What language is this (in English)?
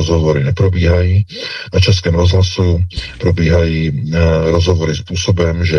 Czech